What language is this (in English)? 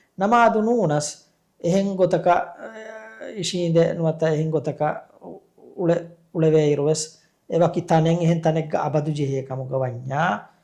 Divehi